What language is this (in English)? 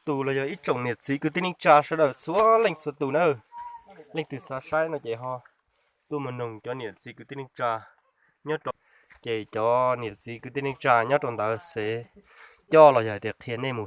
Hmong